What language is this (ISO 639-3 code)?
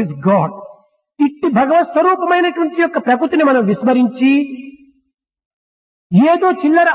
tel